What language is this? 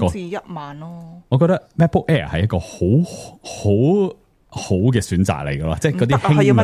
Cantonese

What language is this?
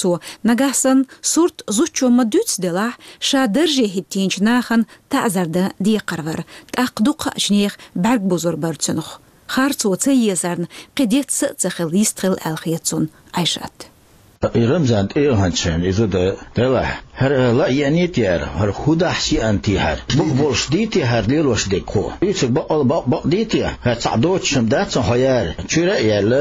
Chechen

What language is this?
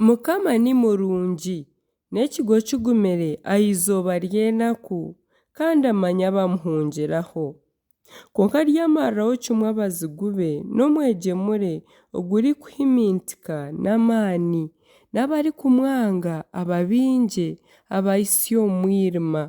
Nyankole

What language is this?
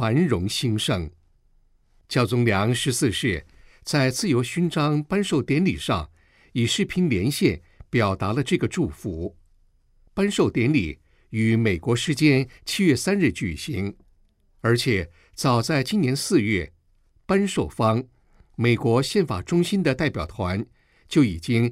Chinese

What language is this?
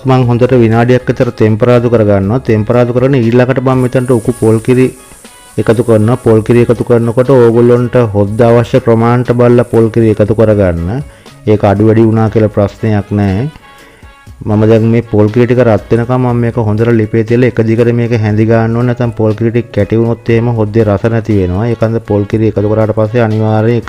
Sinhala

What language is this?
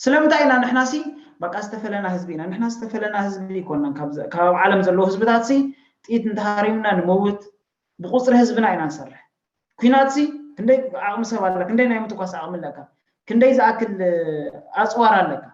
Tigrinya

